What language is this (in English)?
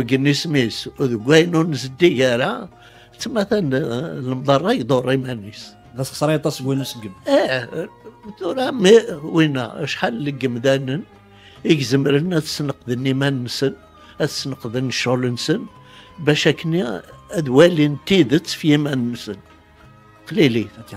Kabyle